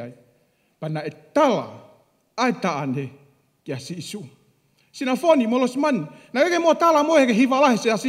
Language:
Tongan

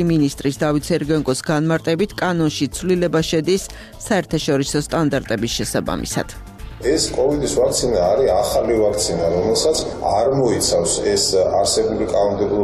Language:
Georgian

